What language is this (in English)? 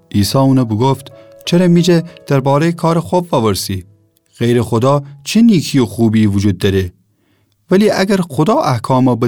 Gilaki